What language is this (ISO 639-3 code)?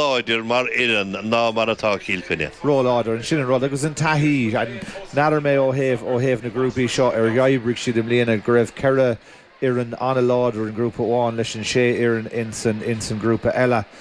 gle